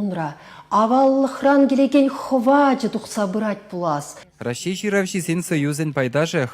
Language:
Chuvash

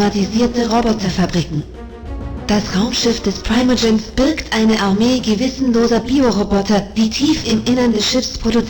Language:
Bavarian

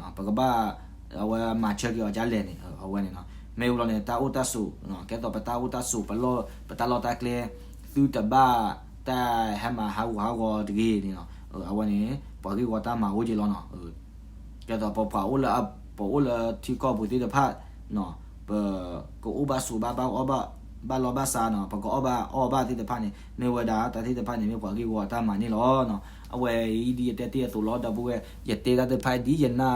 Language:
S'gaw Karen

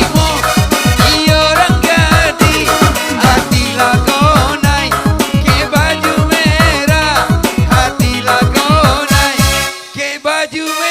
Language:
Minangkabau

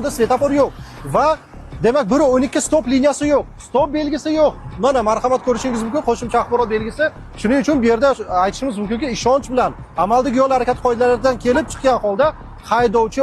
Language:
Uzbek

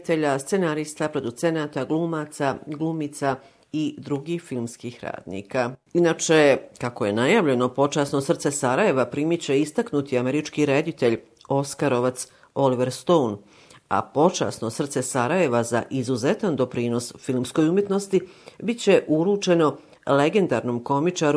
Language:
Bosnian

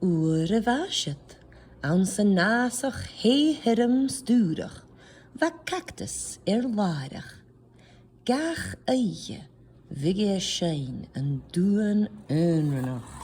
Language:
Scottish Gaelic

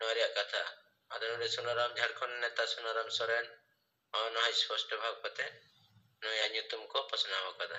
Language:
Santali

